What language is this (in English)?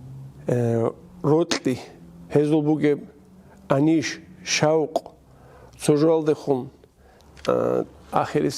Avaric